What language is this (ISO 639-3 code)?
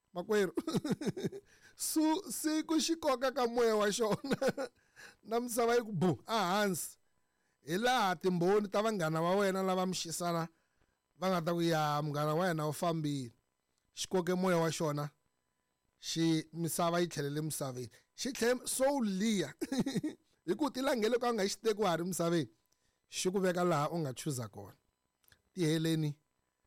tso